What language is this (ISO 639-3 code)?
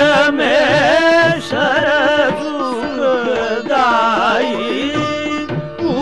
hin